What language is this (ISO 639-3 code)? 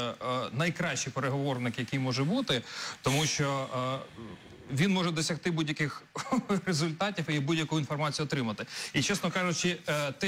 ukr